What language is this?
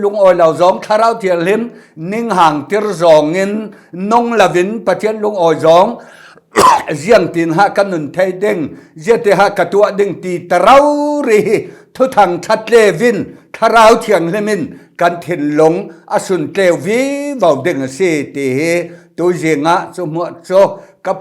Falam Chin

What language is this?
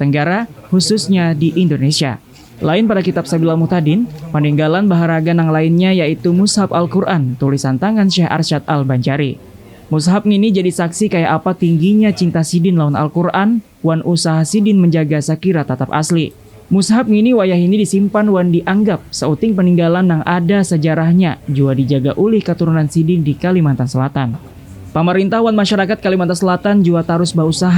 Banjar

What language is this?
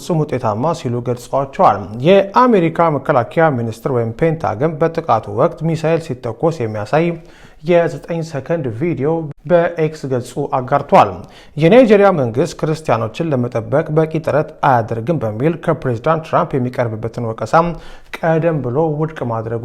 Amharic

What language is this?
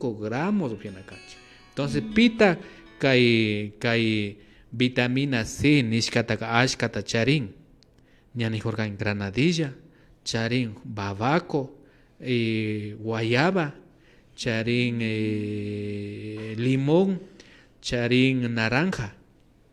Imbabura Highland Quichua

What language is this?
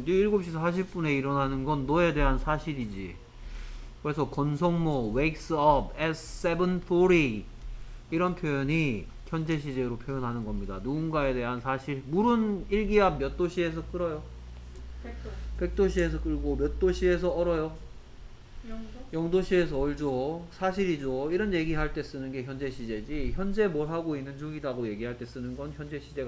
Korean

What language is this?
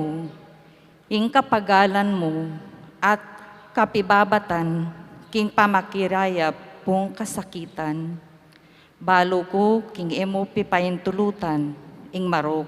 Pampanga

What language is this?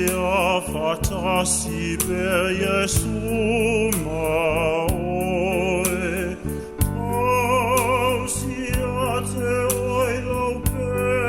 Samoan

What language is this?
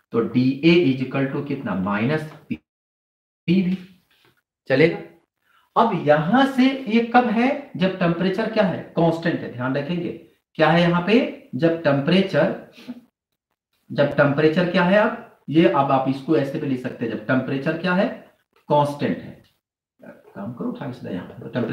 Hindi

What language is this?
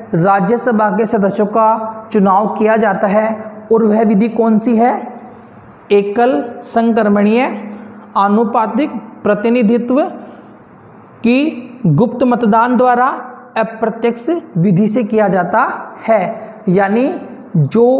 Hindi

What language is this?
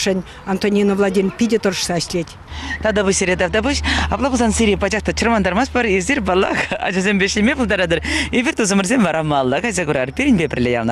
Chuvash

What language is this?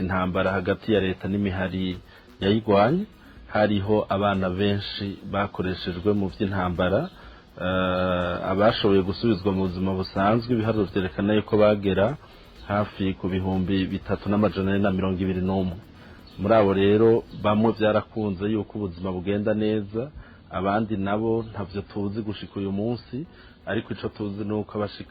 Rundi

